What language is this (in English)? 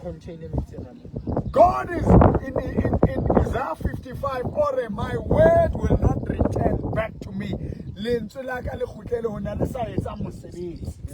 Southern Sotho